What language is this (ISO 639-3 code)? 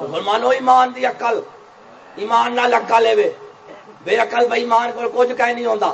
skr